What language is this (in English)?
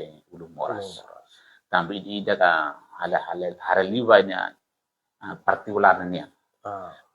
Tetum